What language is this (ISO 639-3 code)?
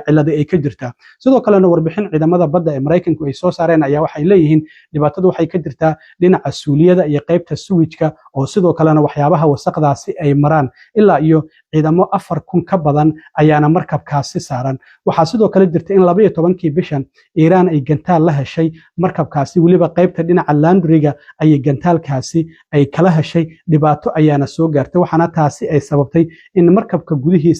som